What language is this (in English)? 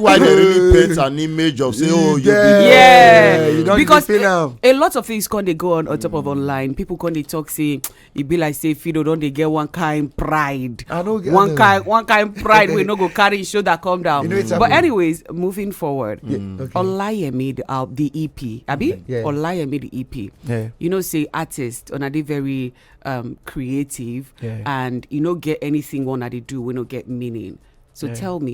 Nigerian Pidgin